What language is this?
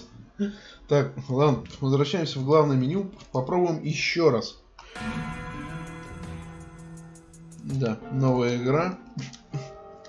Russian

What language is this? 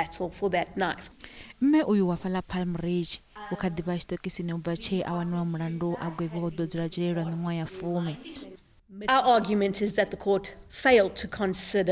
Venda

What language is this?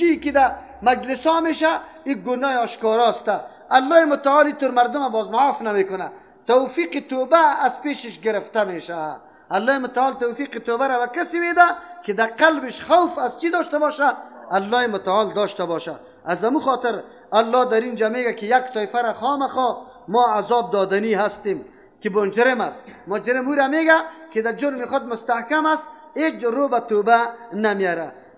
Persian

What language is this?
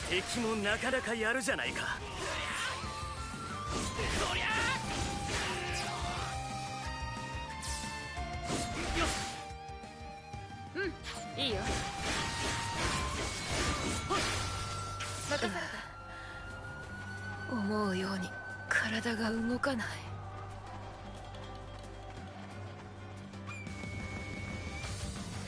Japanese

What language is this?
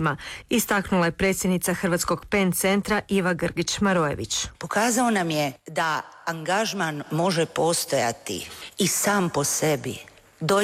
Croatian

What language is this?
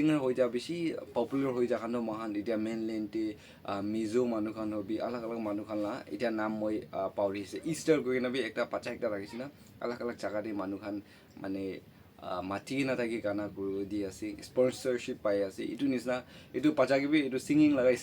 Naga Pidgin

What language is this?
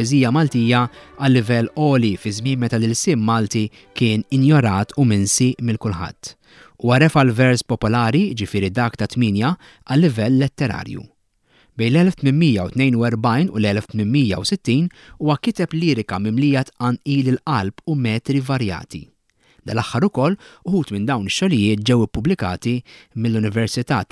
Maltese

